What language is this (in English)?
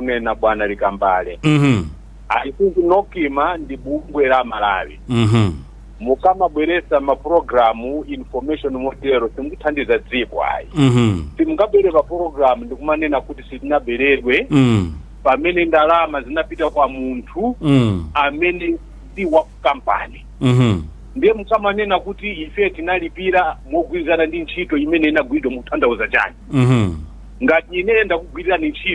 Nyanja